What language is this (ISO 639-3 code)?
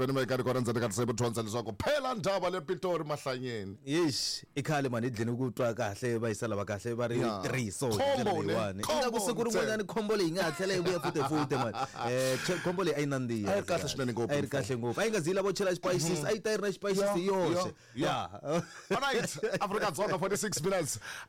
tso